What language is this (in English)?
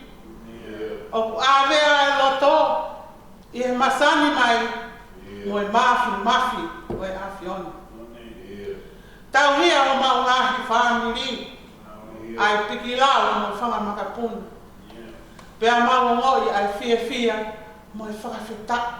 Tongan